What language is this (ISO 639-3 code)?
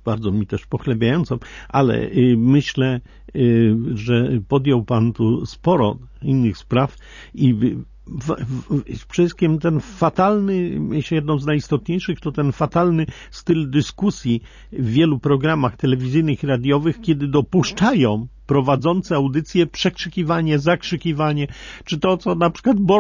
pol